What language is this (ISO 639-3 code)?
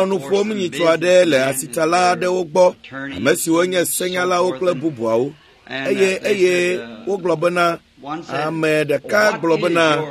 ewe